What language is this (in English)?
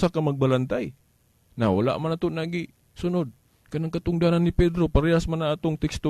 Cebuano